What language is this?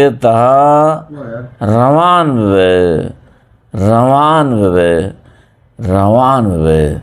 Eastern Balochi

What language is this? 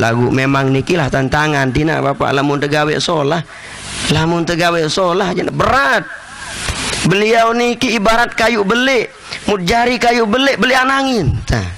Sasak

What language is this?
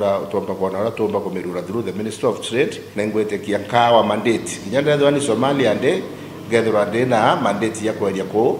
Meru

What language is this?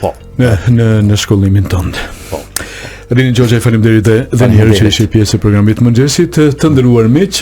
Albanian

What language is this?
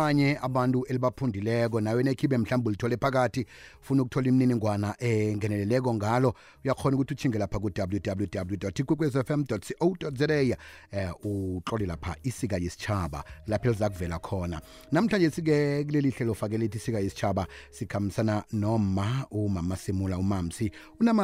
South Ndebele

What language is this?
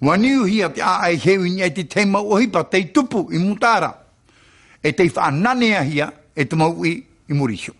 Tahitian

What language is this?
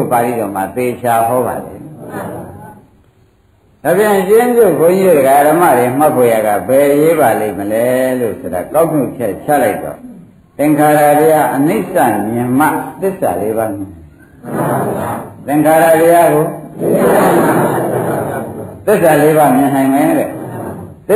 Burmese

